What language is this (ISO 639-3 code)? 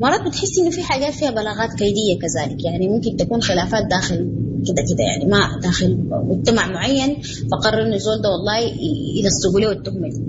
apd